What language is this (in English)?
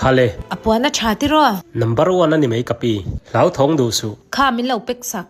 Mizo